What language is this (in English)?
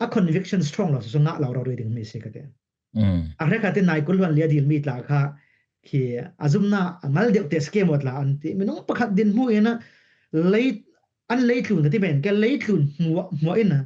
Falam Chin